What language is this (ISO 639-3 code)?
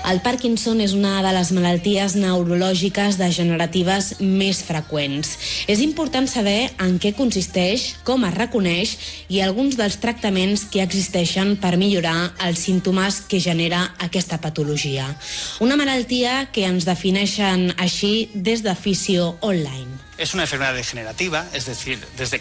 cat